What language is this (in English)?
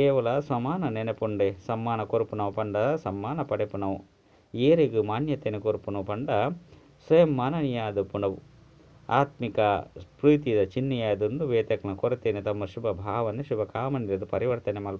Tulu